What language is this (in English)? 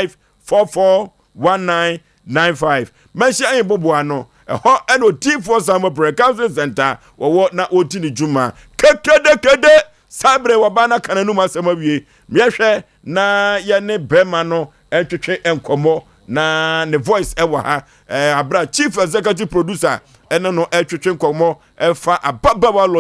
Akan